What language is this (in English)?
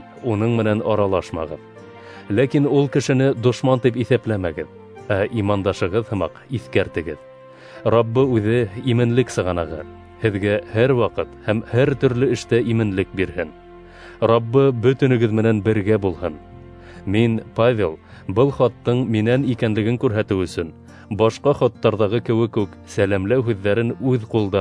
Bashkir